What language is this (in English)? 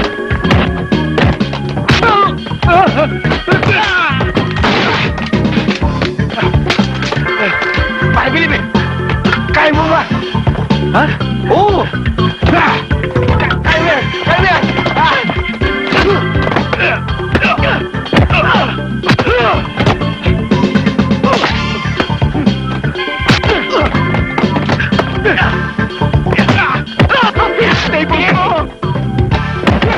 Filipino